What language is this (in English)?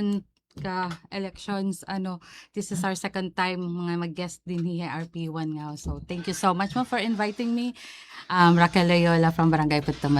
Waray